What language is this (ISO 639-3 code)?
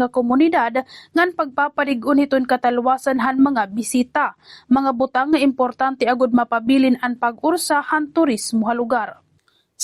war